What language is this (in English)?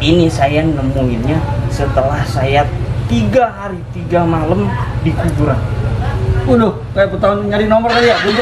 Betawi